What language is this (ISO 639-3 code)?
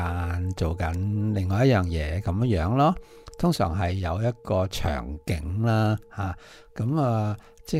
yue